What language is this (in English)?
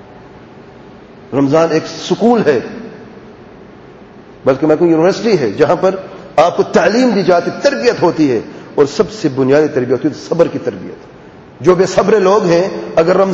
Urdu